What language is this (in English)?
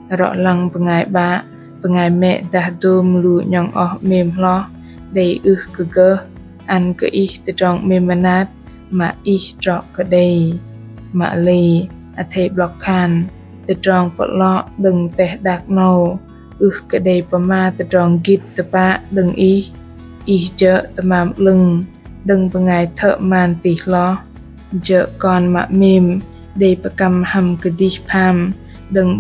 Bahnar